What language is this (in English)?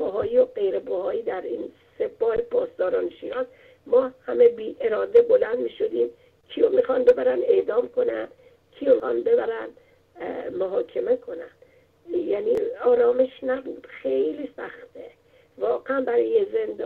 Persian